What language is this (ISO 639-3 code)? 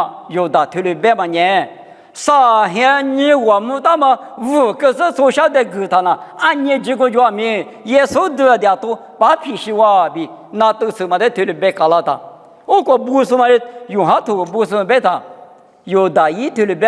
lis